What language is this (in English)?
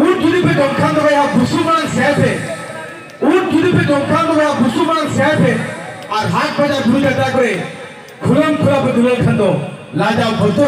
Santali